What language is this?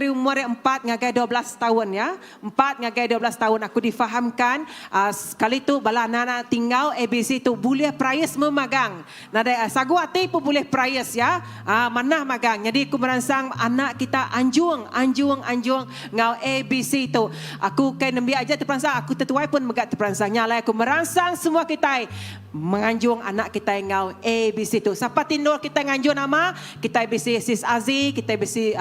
Iban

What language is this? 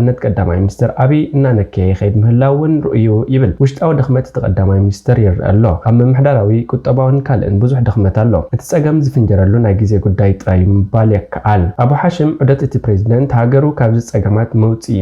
Tigrinya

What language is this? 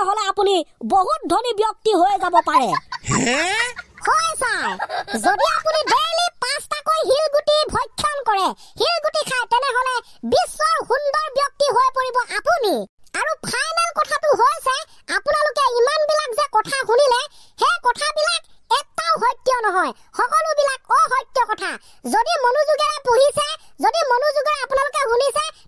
Assamese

